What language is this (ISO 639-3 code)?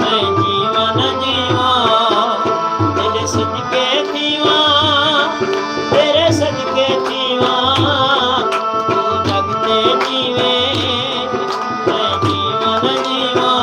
skr